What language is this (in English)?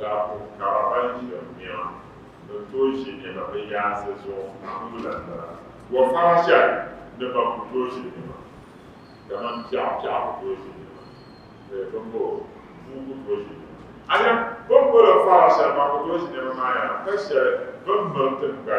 Dagbani